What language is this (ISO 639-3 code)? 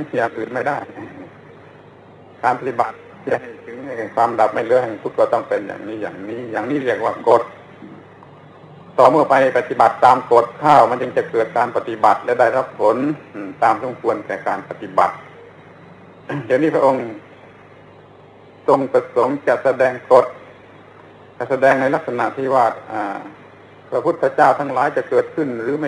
tha